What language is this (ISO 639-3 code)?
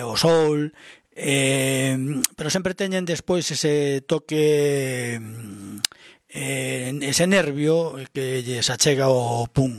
glg